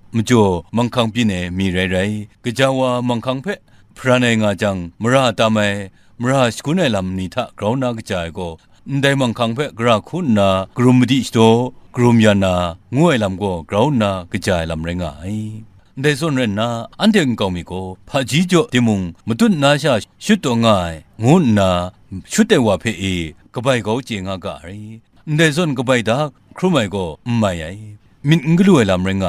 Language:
Kachin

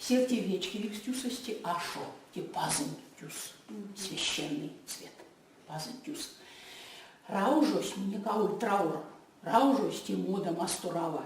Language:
Erzya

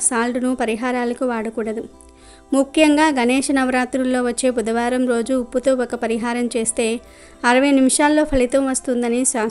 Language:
Telugu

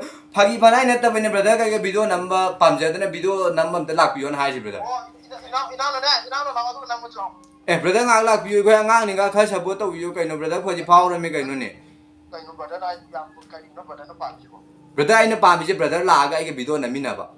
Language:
Manipuri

